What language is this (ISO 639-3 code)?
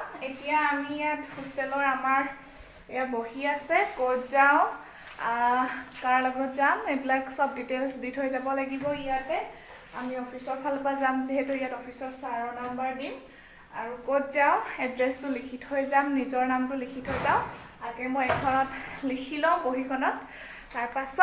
asm